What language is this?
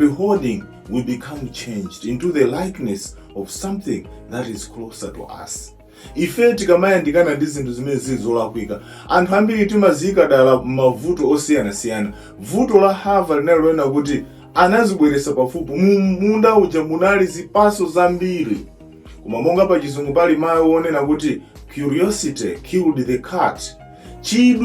Nyanja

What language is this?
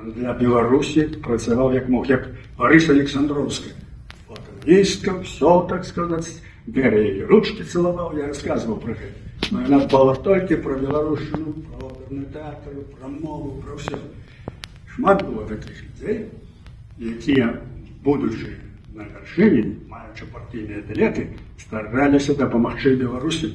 Belarusian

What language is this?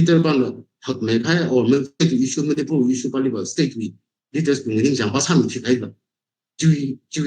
Tangkhul Naga (India)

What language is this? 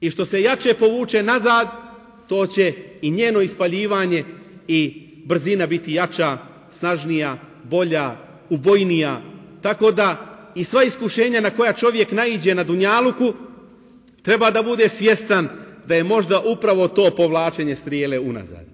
Bosnian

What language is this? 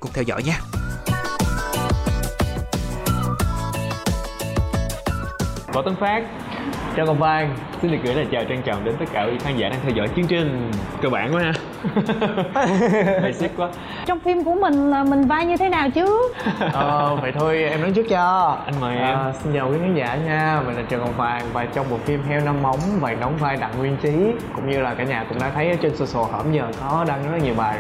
Vietnamese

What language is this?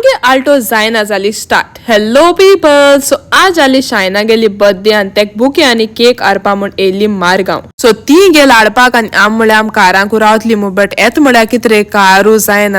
Konkani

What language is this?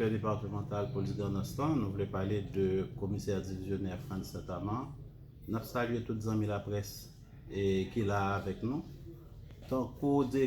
Haitian Creole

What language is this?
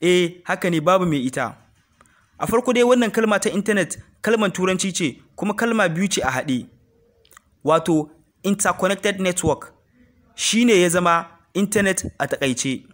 Hausa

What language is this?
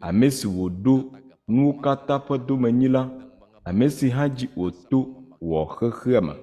Ewe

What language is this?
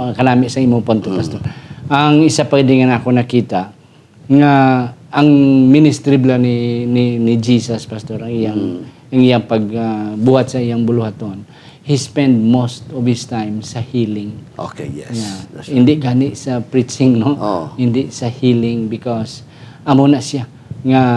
Hiligaynon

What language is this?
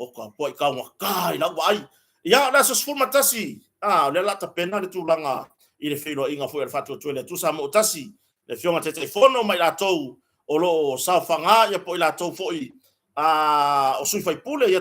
Samoan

